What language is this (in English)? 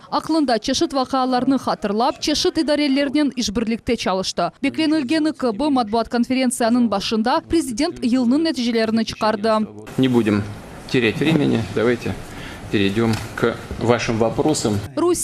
Crimean Tatar